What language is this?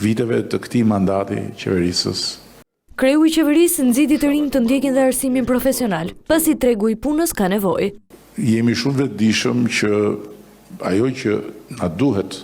Albanian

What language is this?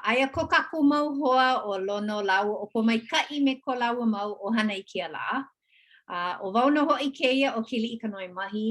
Hawaiian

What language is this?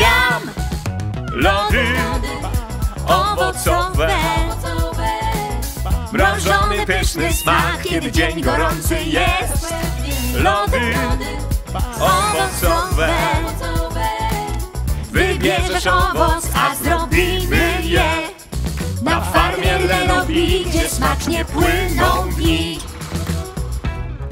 Polish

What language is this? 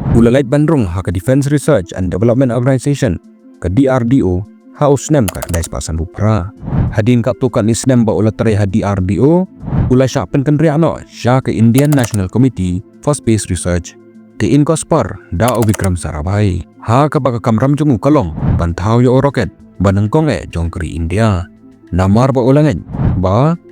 Khasi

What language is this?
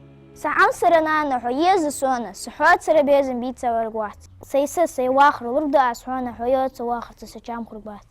Ingush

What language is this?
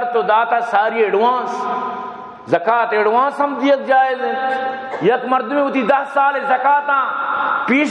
Baluchi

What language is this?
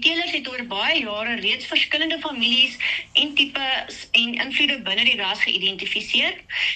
Afrikaans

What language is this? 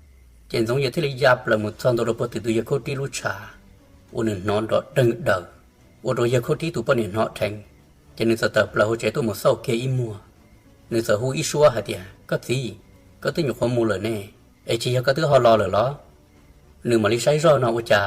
Hmong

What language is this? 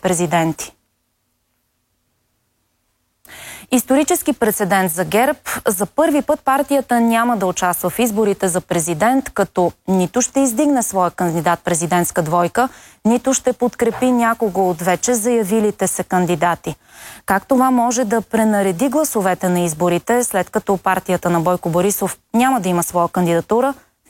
Bulgarian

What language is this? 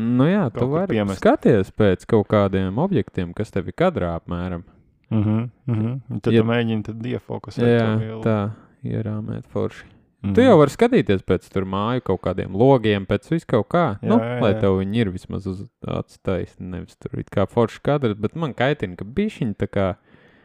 Latvian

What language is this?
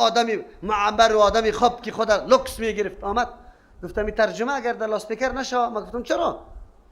Persian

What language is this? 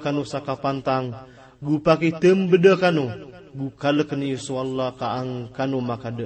Maranao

